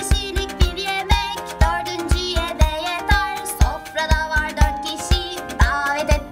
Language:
Turkish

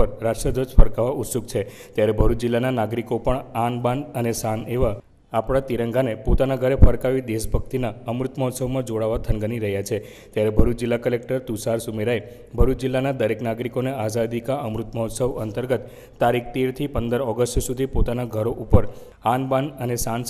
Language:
Gujarati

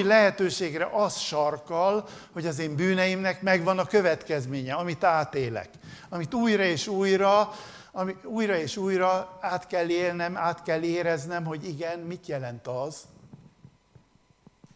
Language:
Hungarian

